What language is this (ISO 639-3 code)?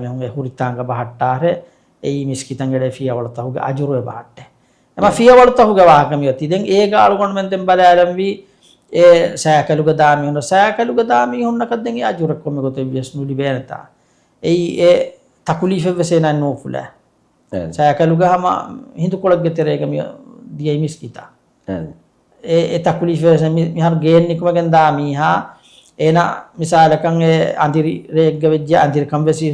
div